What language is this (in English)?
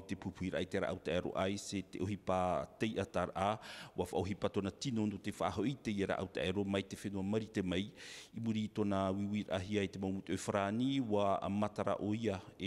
Tahitian